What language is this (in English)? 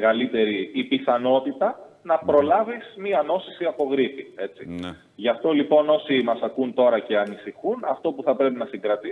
Greek